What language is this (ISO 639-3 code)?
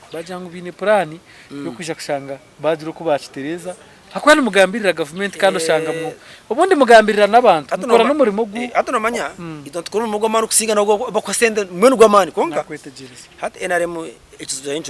nyn